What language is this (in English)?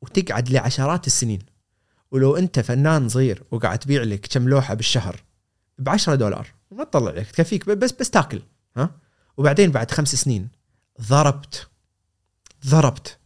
Gulf Arabic